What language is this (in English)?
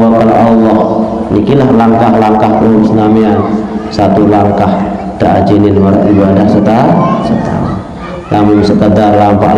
Sasak